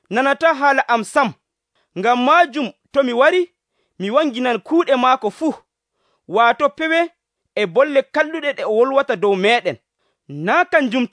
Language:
Nigerian Fulfulde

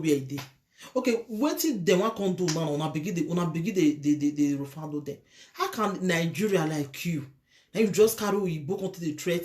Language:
Nigerian Pidgin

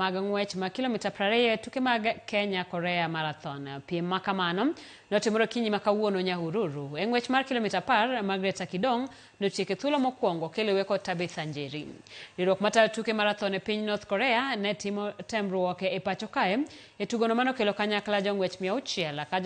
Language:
Luo (Kenya and Tanzania)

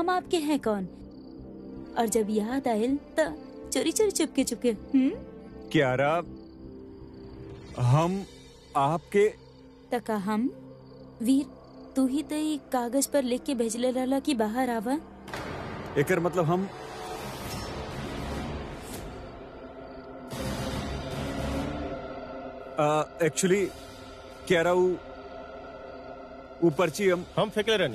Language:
Bhojpuri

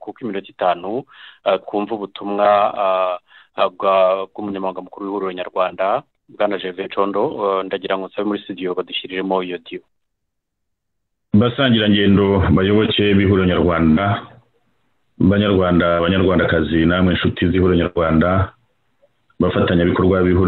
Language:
Kinyarwanda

